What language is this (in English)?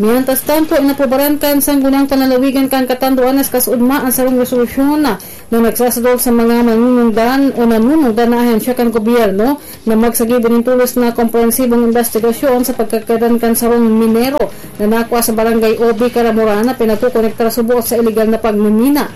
Bikol